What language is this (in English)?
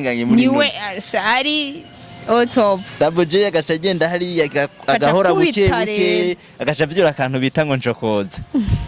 Rundi